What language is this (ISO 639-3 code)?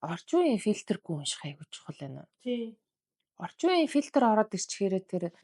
mon